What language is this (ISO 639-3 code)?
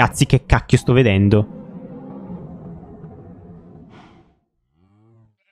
ita